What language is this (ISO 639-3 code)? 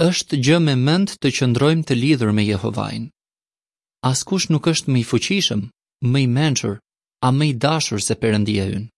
sqi